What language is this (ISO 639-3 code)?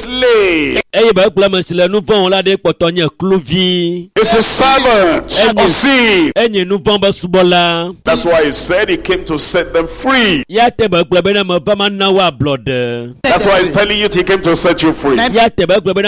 ewe